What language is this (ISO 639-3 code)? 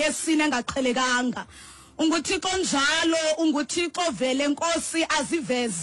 xho